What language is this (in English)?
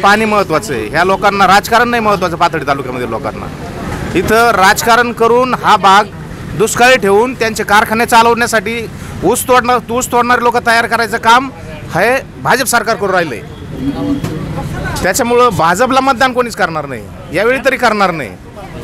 Marathi